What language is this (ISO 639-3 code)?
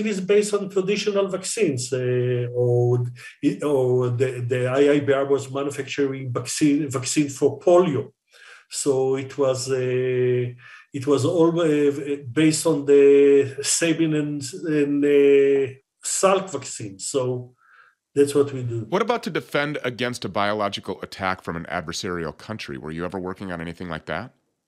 eng